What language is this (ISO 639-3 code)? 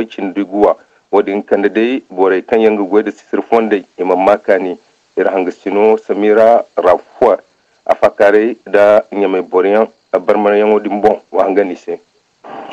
dje